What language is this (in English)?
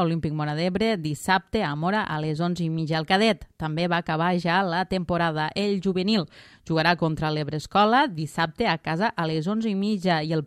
Catalan